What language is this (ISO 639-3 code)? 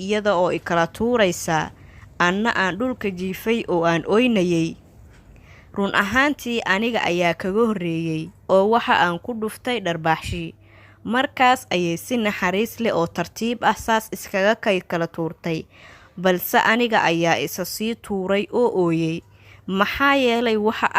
som